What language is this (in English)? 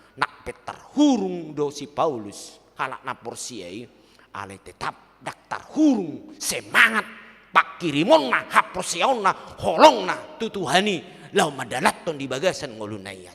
Batak Toba